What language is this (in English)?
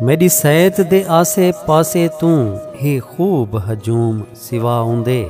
Saraiki